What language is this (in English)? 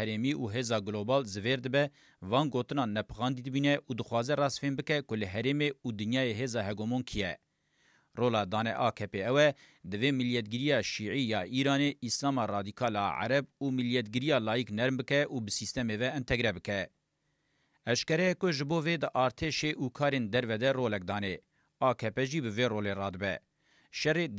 Kurdish